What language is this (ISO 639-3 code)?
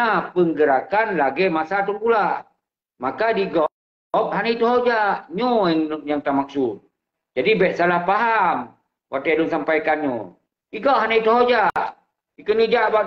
ace